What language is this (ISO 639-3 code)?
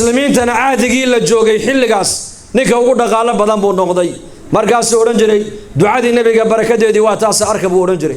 som